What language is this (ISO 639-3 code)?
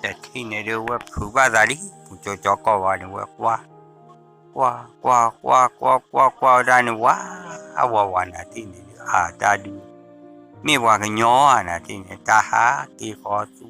ksw